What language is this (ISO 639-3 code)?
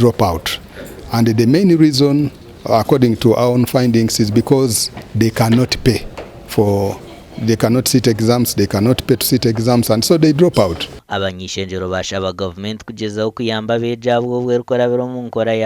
nyn